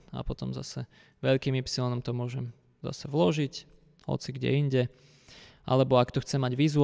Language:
Slovak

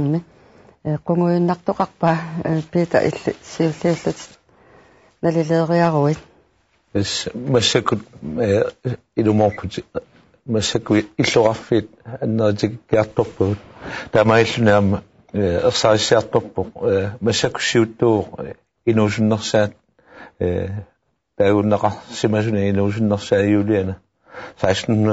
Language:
Kalaallisut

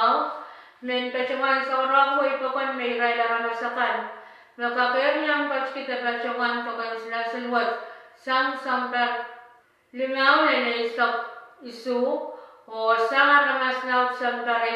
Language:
Pohnpeian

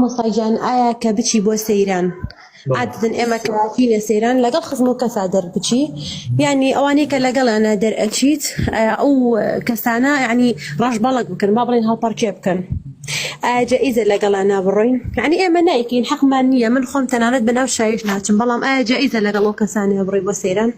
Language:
Central Kurdish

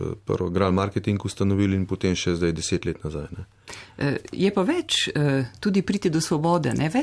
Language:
Slovenian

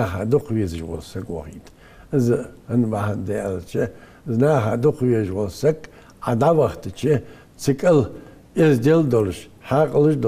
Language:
Ingush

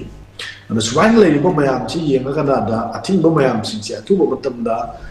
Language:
Manipuri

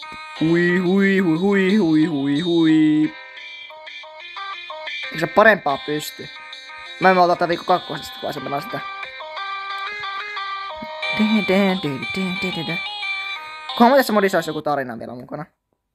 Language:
Finnish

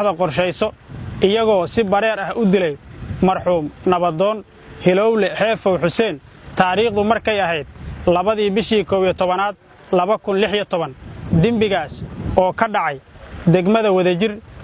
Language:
Somali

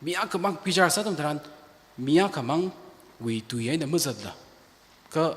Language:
Tangkhul Naga (India)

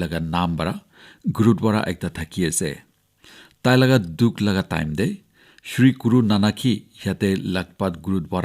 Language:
Naga Pidgin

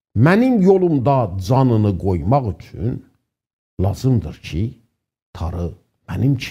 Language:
South Azerbaijani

